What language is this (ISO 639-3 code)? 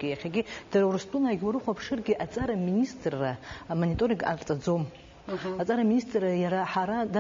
abk